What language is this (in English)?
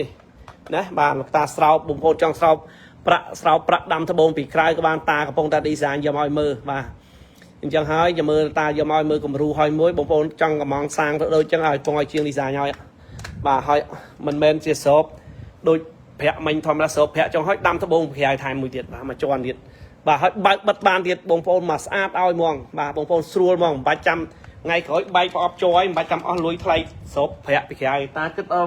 Khmer